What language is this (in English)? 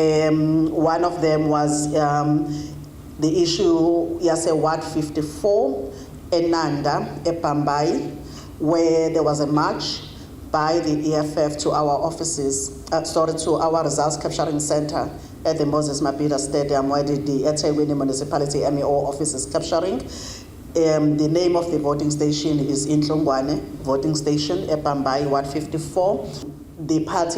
Zulu